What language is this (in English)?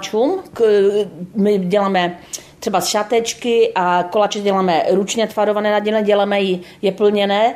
Czech